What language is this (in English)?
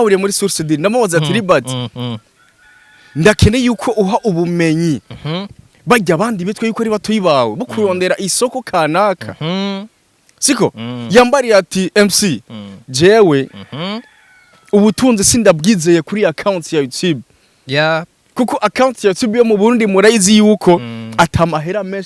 Rundi